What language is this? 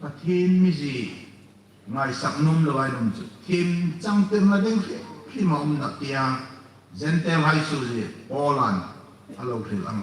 Hmar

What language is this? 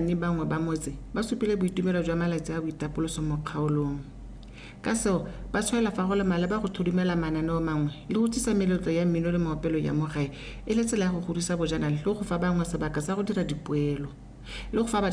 Tswana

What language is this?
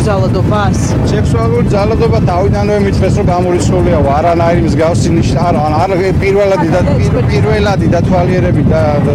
Georgian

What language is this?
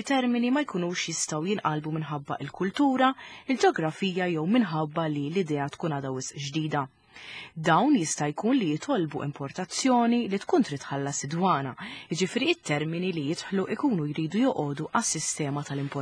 Maltese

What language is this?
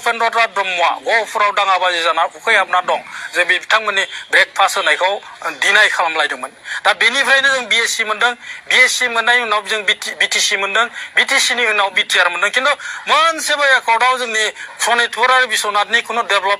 Bodo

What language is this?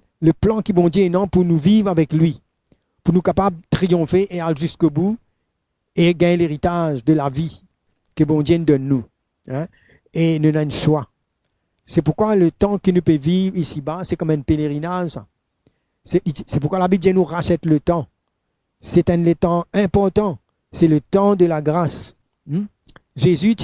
Morisyen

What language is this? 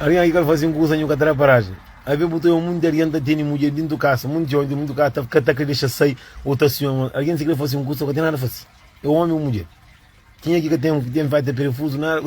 Kabuverdianu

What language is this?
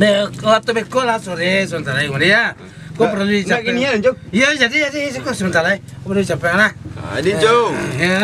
Minangkabau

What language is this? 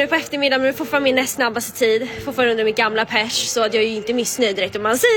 Swedish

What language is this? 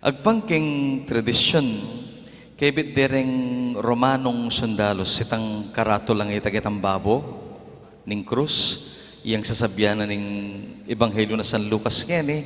Pampanga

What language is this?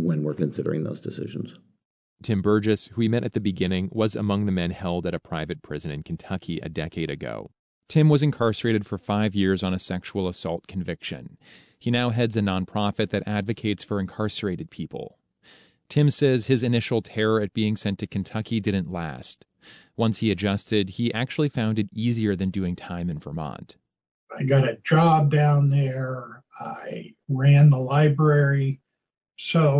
English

